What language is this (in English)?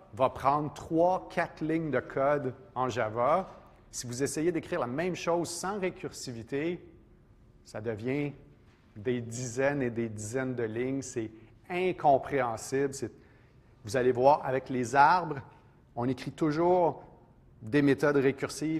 French